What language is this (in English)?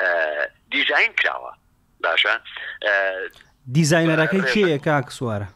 Central Kurdish